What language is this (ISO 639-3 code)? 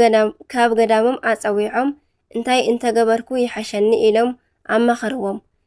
tir